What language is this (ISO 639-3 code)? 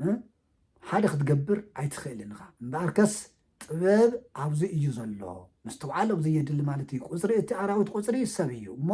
tir